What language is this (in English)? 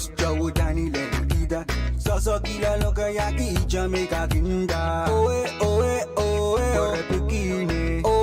Pohnpeian